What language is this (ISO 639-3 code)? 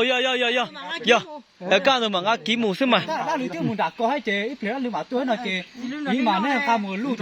hmn